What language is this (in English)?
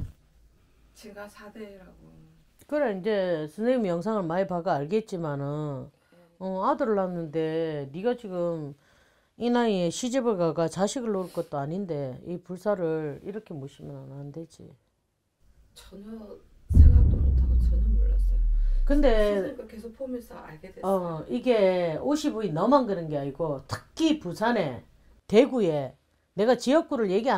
Korean